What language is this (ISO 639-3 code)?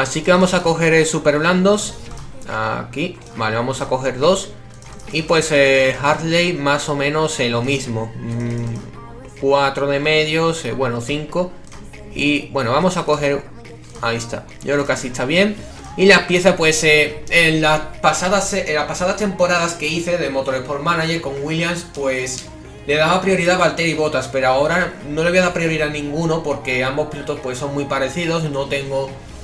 spa